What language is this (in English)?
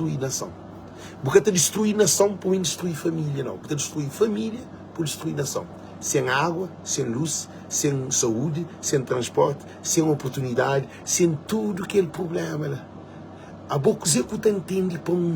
Kabuverdianu